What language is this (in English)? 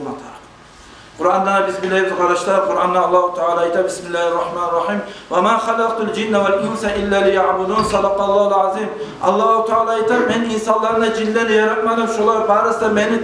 Kumyk